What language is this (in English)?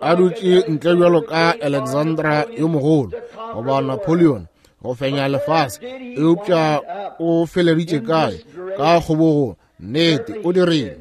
Northern Sotho